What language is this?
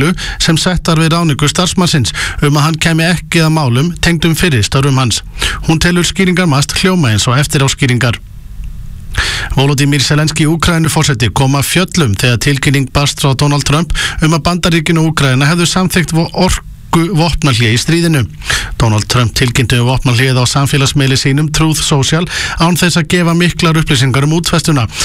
Icelandic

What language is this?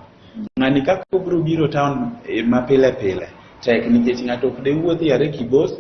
Luo (Kenya and Tanzania)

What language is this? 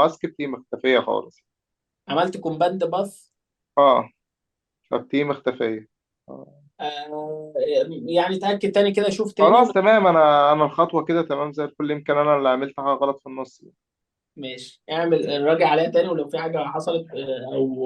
Egyptian Arabic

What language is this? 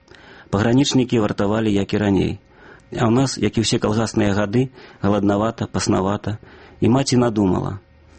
Belarusian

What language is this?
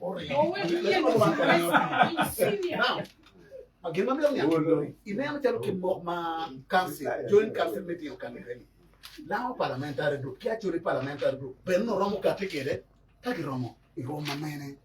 Acoli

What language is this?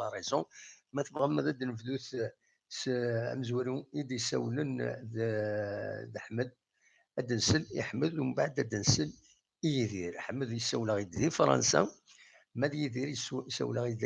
Kabyle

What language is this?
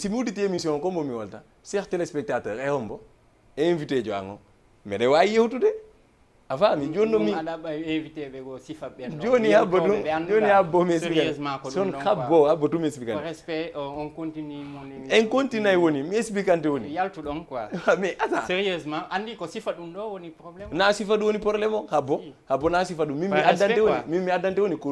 Fula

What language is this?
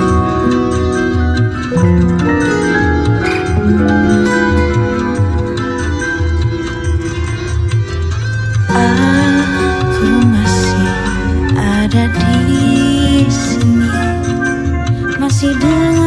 Indonesian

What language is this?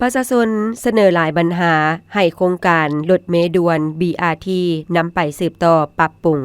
Lao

